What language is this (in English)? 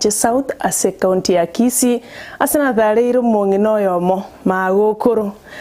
Gusii